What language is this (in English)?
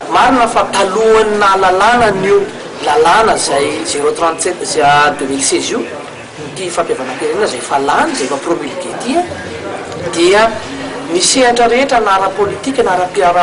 Malagasy